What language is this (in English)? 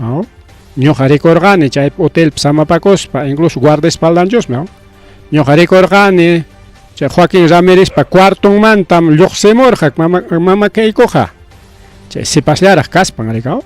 Ayacucho Quechua